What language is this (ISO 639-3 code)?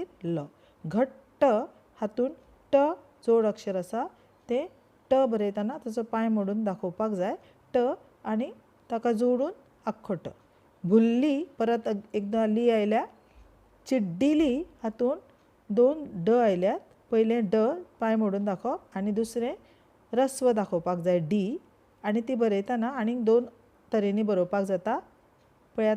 kok